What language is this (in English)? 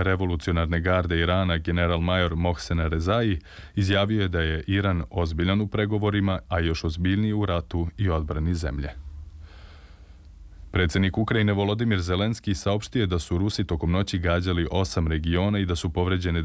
Serbian